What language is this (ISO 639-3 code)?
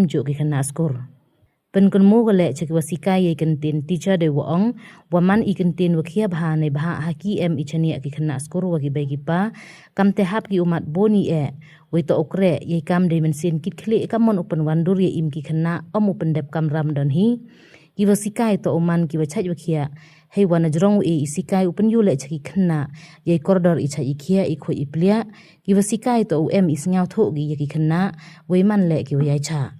pbv